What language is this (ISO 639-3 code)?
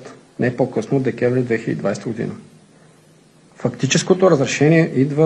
bul